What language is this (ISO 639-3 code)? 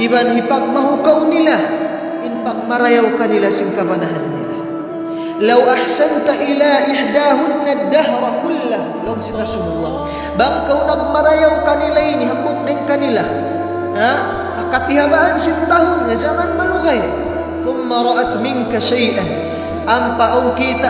tsg